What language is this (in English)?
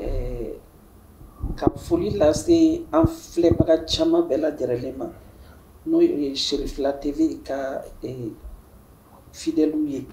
Bambara